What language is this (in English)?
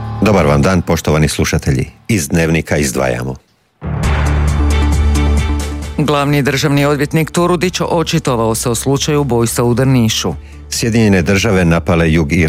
Croatian